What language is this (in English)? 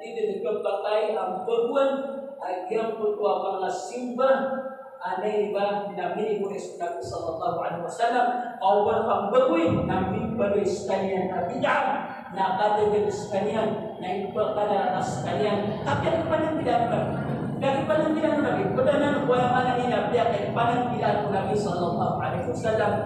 Maranao